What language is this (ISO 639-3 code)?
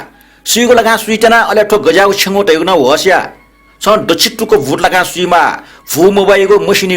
new